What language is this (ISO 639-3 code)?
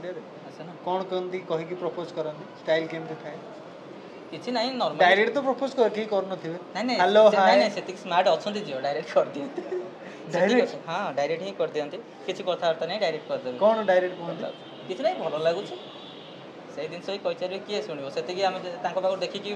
ori